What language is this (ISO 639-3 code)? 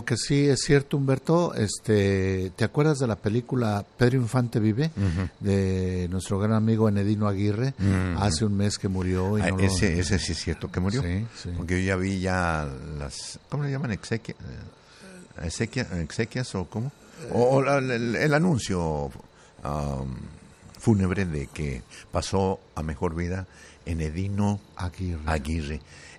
spa